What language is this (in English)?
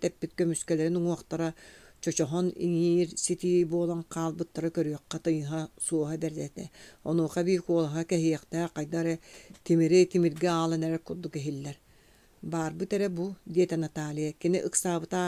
Yakut